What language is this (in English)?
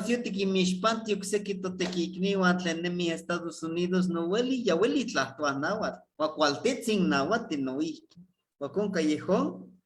Eastern Huasteca Nahuatl